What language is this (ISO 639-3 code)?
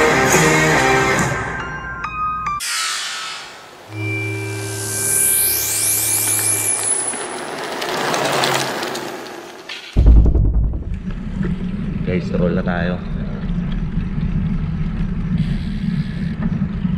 fil